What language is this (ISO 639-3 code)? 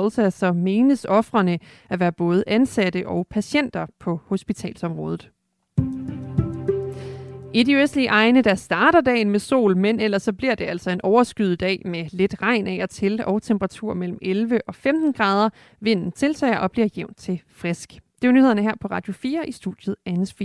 dan